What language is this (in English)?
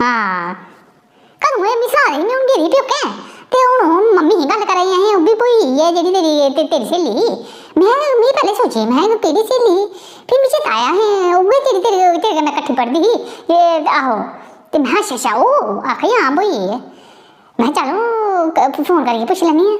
Dogri